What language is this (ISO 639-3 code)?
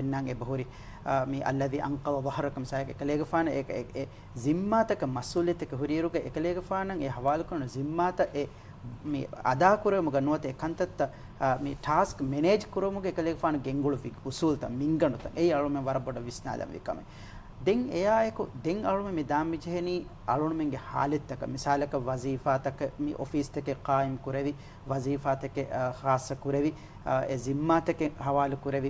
div